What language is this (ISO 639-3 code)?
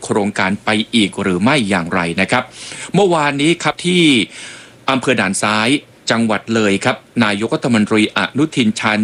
tha